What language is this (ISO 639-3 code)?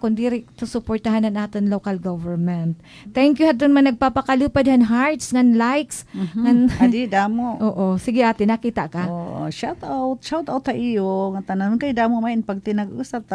war